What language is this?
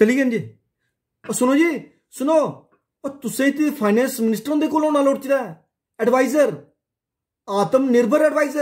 Dogri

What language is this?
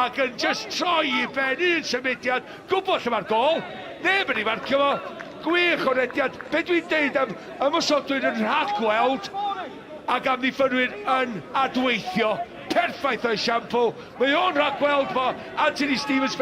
Welsh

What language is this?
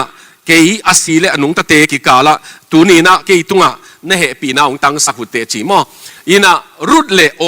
Tedim Chin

